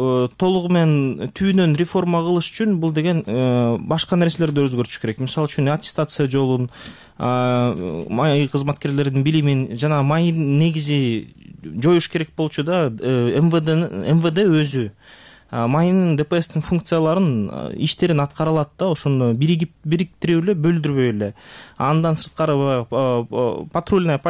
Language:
Kyrgyz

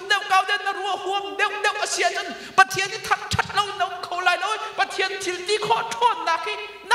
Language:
Hakha Chin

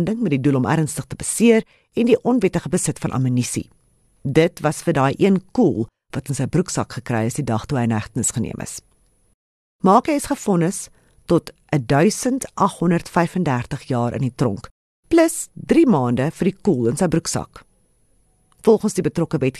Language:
Afrikaans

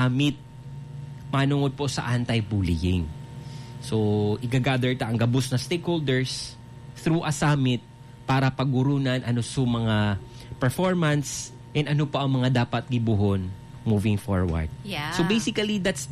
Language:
Bikol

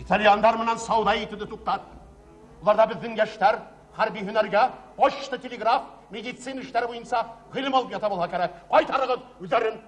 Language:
Bashkir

